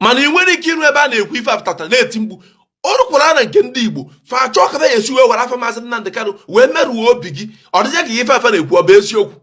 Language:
Igbo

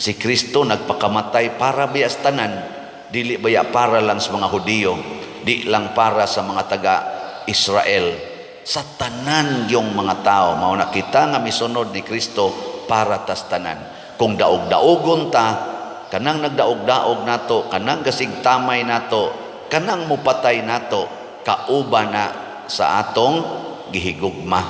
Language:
Cebuano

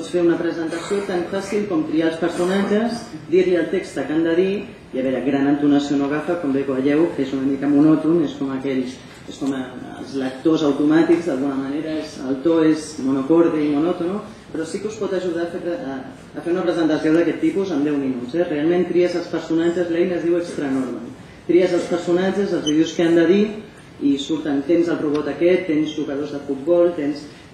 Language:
Catalan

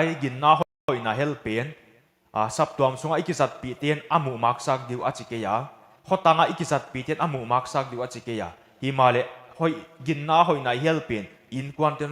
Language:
Paite Chin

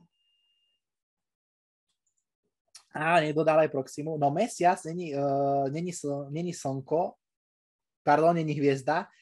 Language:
Slovak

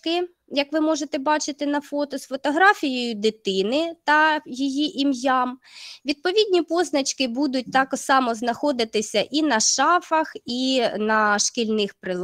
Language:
Ukrainian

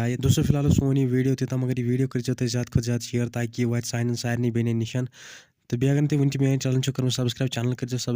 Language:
Kashmiri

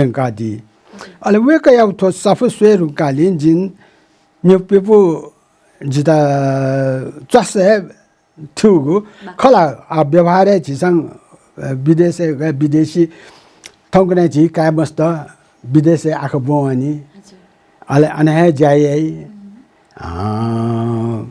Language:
Newari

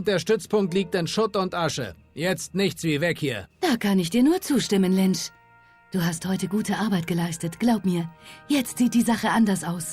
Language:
Bavarian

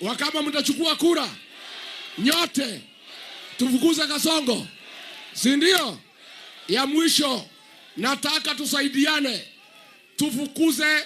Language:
Swahili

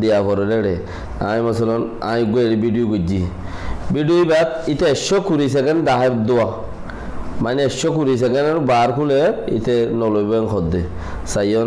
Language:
Rohingya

